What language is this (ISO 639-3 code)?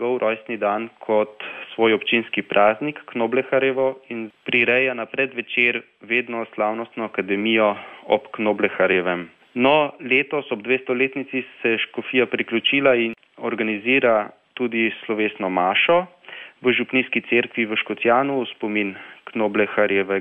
slv